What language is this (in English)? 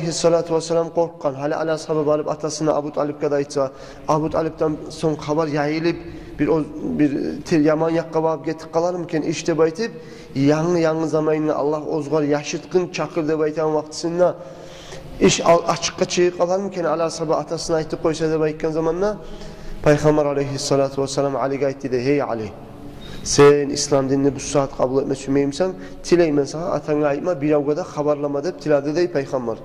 Kumyk